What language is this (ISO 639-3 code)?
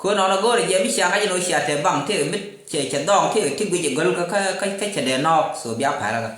nus